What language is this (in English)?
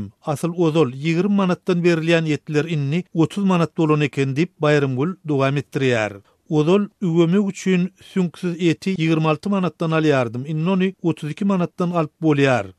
Turkmen